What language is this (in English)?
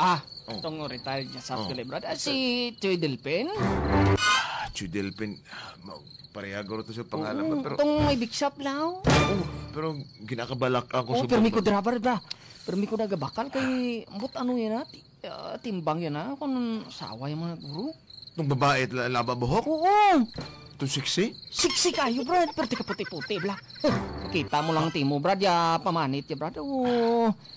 Hiligaynon